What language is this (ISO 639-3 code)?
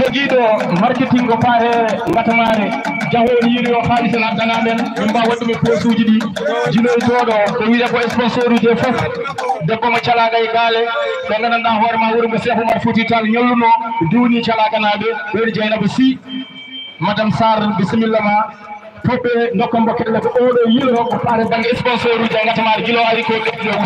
ful